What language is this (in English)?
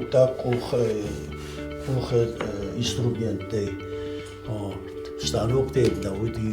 Ossetic